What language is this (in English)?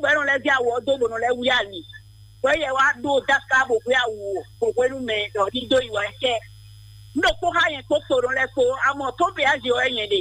Fon